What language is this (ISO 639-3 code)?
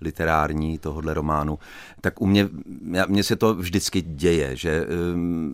ces